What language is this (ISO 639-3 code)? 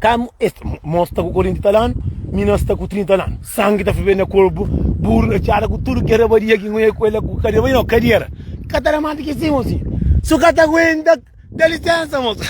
kea